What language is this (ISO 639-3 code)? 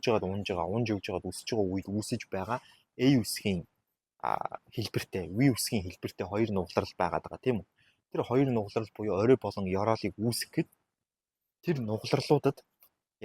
mon